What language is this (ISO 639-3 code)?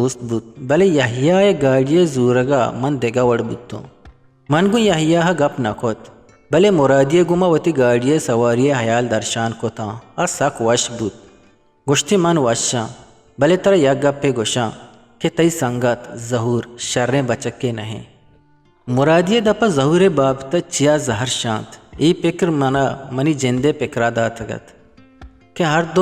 bgp